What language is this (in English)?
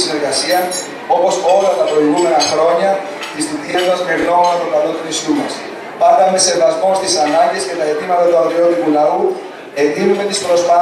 Greek